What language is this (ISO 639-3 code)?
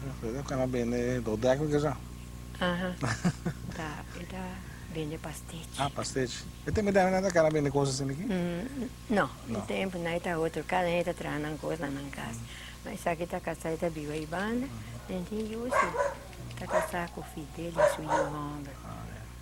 pap